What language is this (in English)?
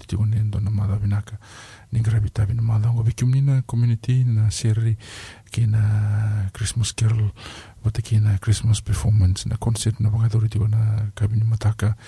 Fijian